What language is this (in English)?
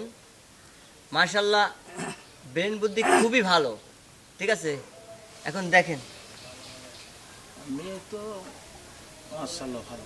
Bangla